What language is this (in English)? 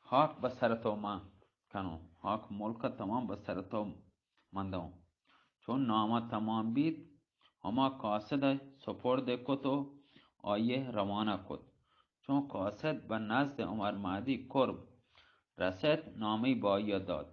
Baluchi